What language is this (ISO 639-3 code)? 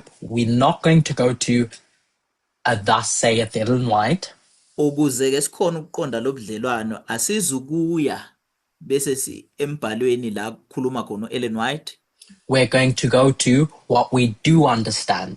zul